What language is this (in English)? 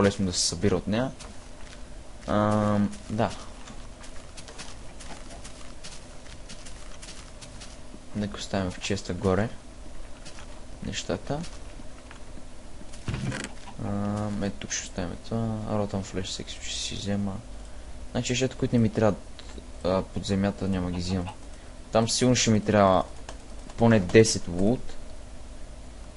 Bulgarian